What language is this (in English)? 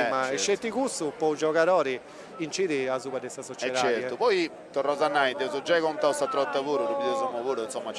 Sardinian